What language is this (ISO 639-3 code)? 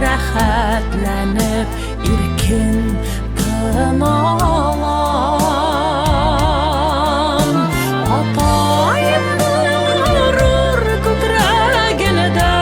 bak